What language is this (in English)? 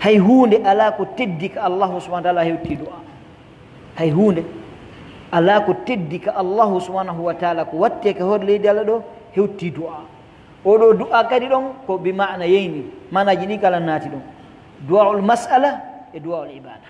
Pular